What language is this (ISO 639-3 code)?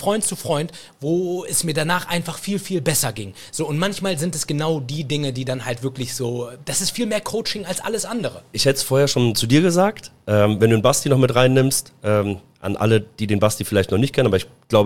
deu